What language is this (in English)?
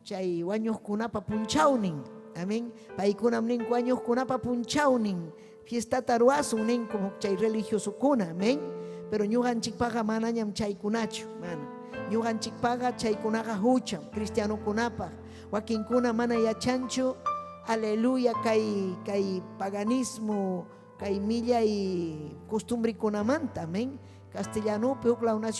Ayacucho Quechua